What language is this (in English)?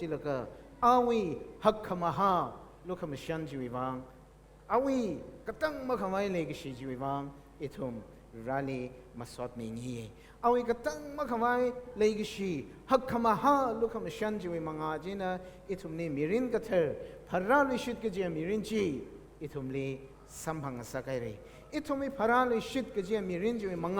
Tangkhul Naga (India)